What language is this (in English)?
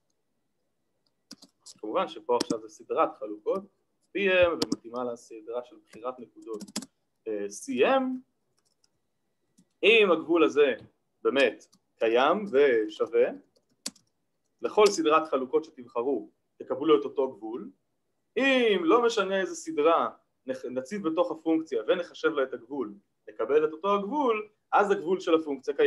Hebrew